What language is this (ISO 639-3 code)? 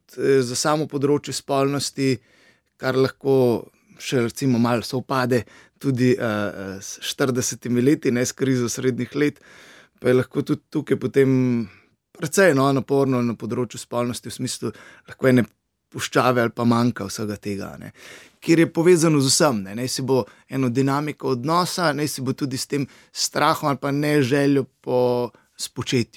slv